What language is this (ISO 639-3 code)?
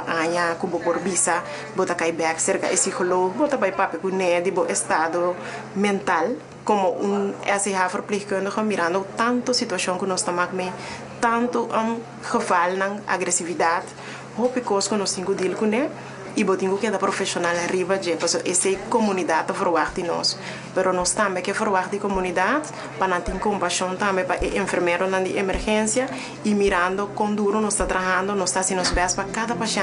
pap